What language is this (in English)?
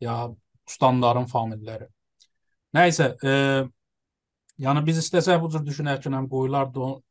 South Azerbaijani